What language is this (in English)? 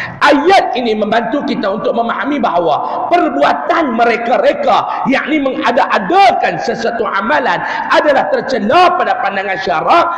Malay